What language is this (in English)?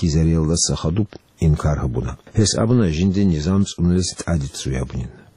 Avaric